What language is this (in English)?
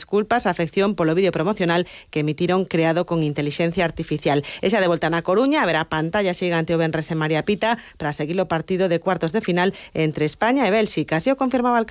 Galician